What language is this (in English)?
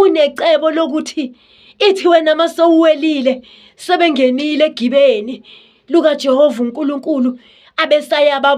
Zulu